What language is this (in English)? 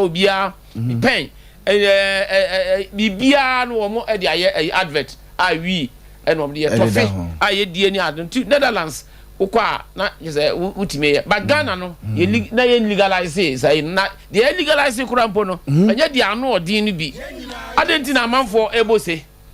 Akan